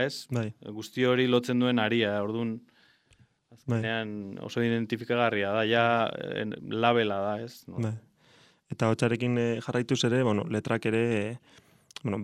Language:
Basque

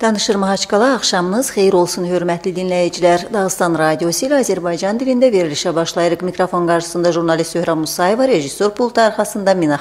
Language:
Azerbaijani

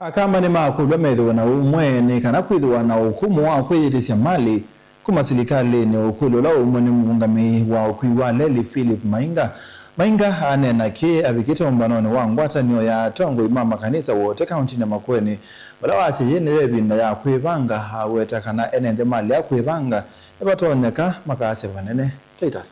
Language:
Kamba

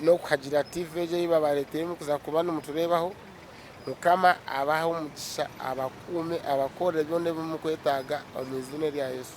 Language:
Nyankole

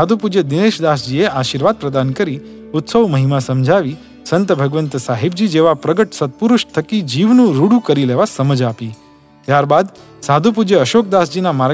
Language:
Gujarati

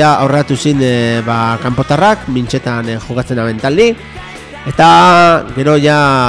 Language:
Basque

